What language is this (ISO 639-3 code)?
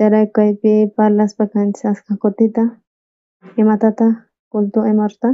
quh